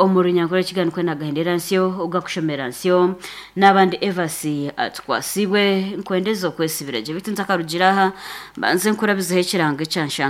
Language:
Nyankole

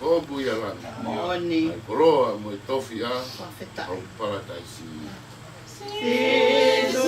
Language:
Tongan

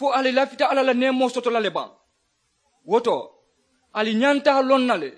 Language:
Mandingo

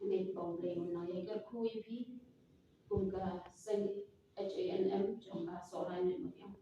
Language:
Khasi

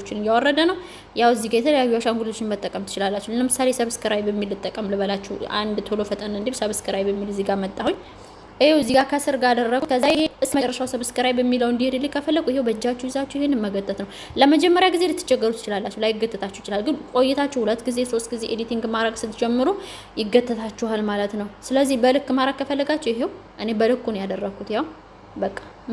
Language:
Amharic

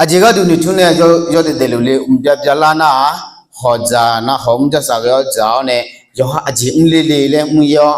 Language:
Akha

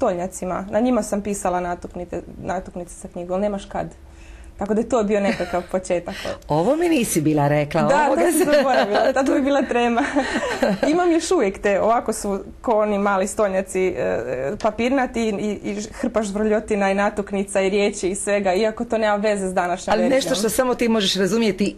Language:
Croatian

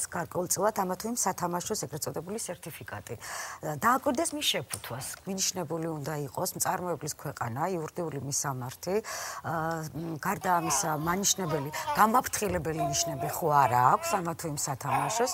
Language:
Georgian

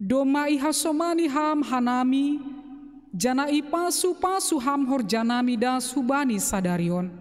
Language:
Batak Simalungun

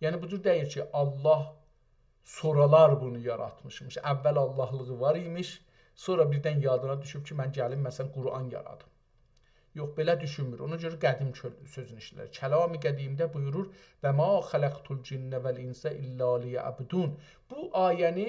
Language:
South Azerbaijani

